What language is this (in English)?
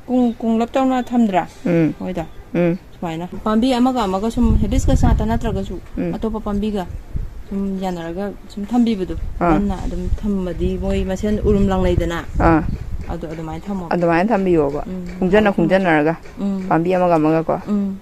Manipuri